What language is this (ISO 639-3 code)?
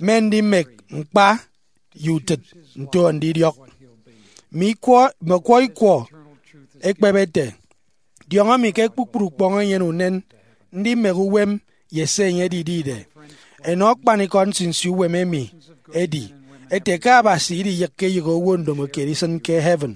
efi